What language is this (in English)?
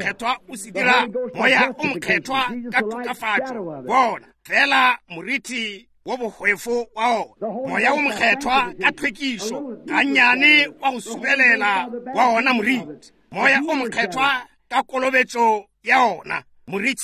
Northern Sotho